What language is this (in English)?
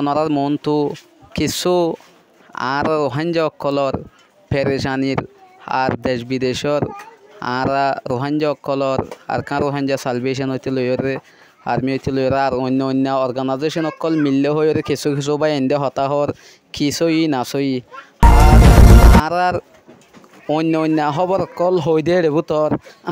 Rohingya